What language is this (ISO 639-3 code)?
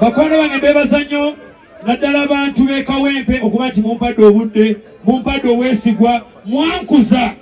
lug